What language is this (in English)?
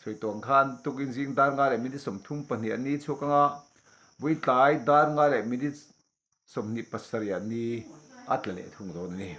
Mizo